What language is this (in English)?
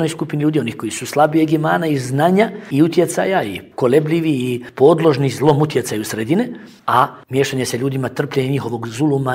Bosnian